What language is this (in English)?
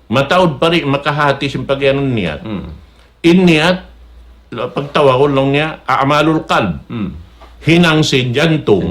Tausug